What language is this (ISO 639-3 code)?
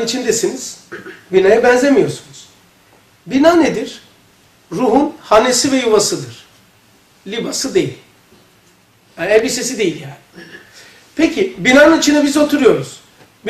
tur